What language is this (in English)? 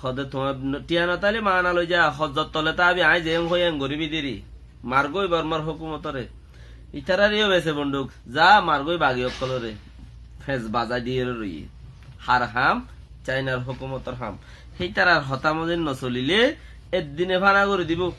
Rohingya